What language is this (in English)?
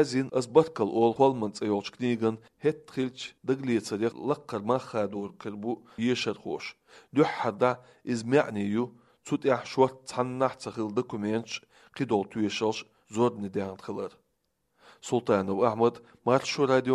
Chechen